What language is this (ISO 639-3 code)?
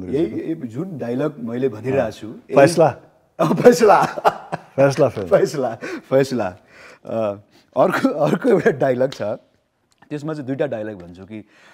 nep